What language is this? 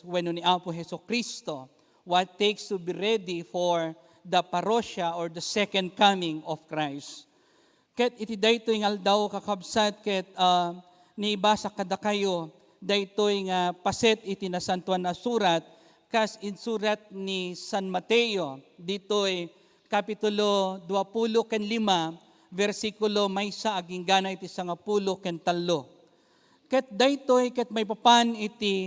Iloko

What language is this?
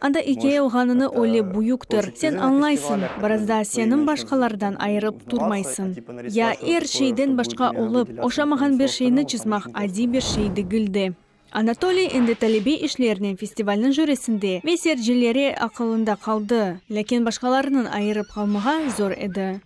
Crimean Tatar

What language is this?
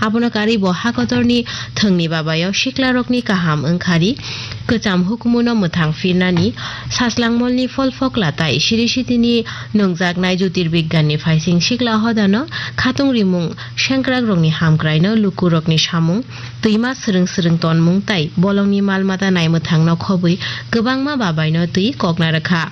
Kok Borok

